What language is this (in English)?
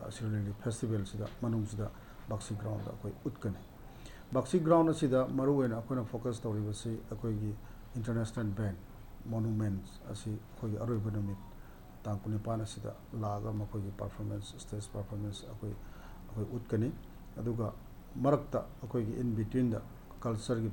Manipuri